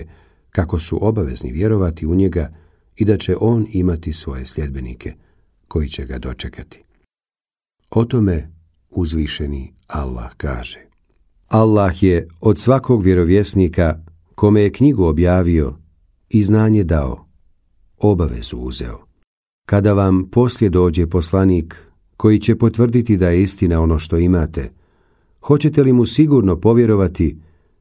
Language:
Bosnian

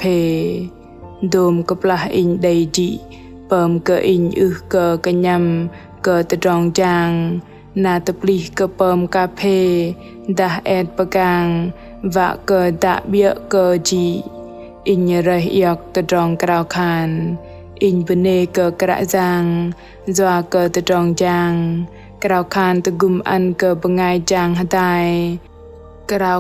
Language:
Bahnar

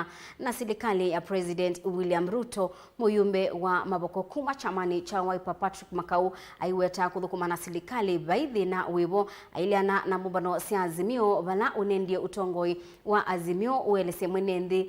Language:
Kamba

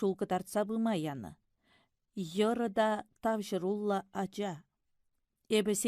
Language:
Chuvash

